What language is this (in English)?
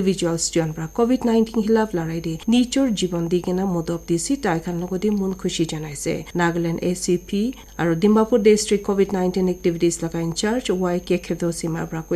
Naga Pidgin